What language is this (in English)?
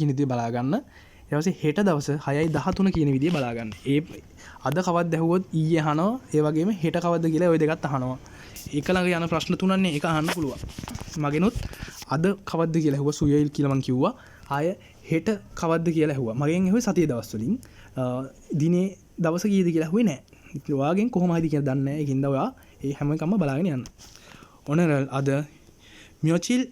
Sinhala